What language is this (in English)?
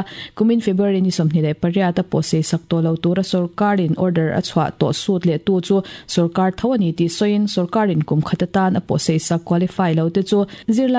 Mizo